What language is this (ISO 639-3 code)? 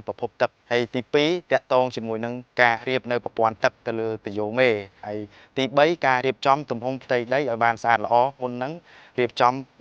khm